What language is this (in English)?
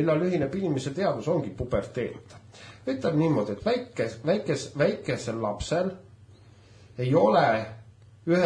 Estonian